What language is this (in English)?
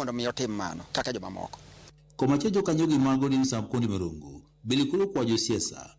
Luo (Kenya and Tanzania)